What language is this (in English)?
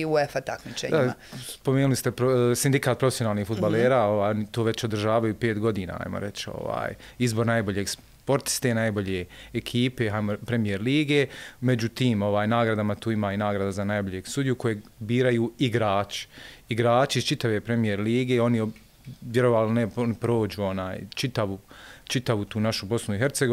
Bosnian